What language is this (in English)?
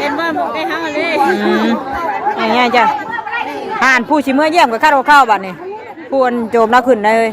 Northeastern Thai